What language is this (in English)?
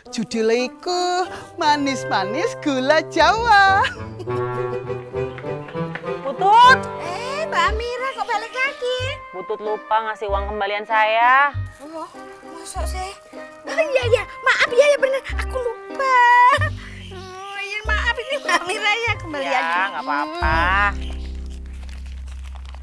Indonesian